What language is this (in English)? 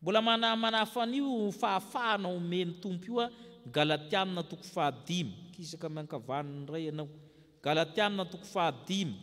Malagasy